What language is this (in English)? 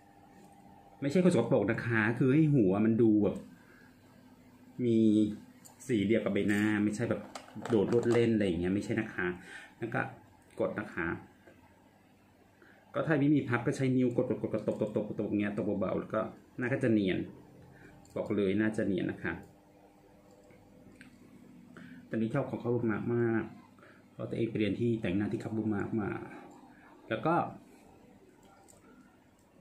Thai